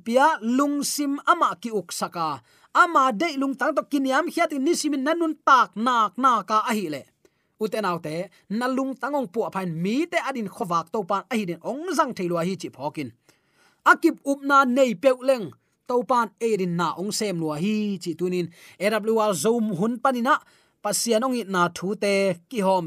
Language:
Tedim Chin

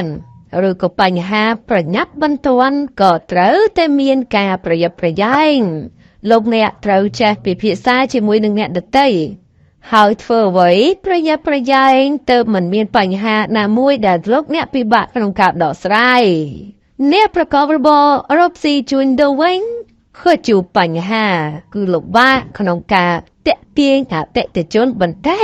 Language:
Khmer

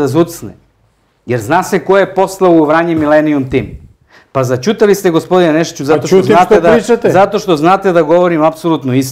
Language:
Serbian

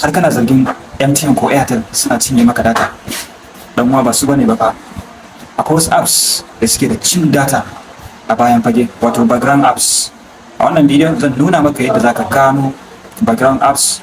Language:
Hausa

